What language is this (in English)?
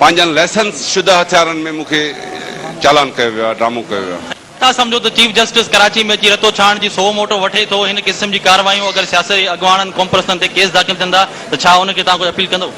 Sindhi